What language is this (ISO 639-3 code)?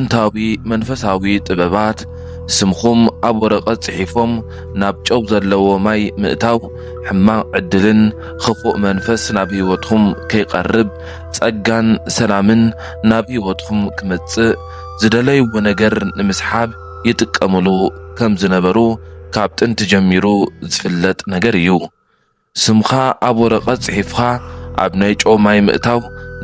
tir